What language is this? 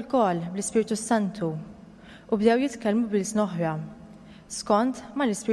Maltese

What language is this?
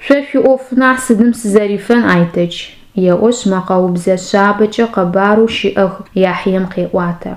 Adyghe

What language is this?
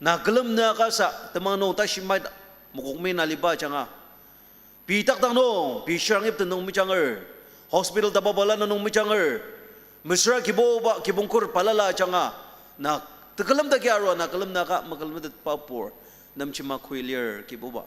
Ao Naga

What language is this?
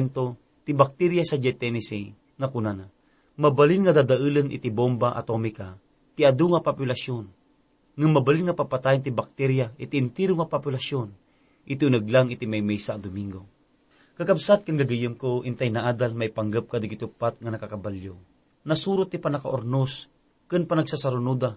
Iloko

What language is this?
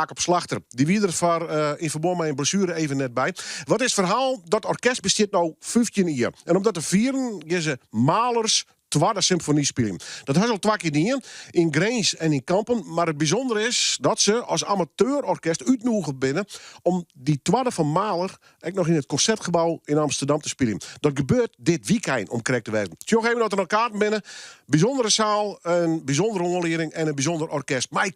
Western Frisian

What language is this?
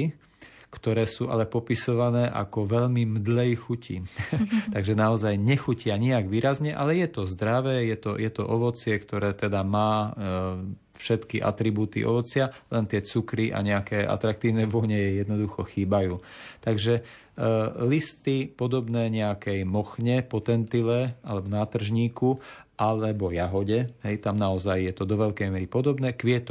Slovak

